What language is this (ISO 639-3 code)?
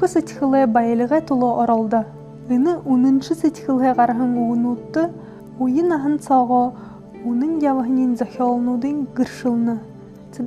bua